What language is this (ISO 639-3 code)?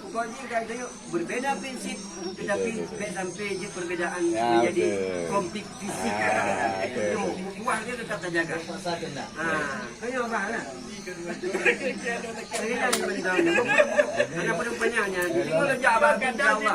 ace